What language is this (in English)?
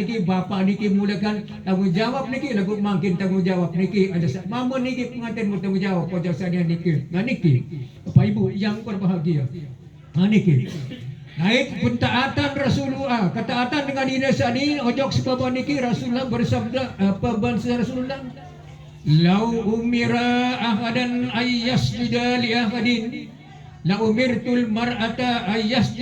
Sasak